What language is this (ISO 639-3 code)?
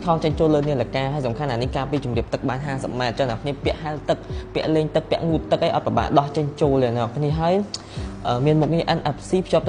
khm